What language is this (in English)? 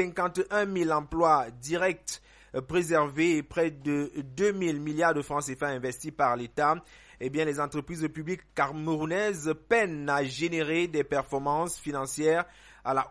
French